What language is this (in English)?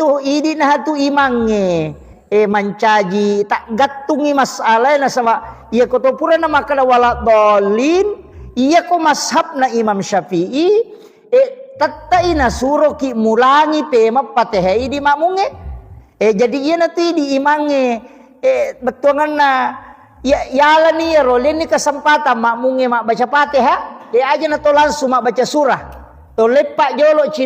Buginese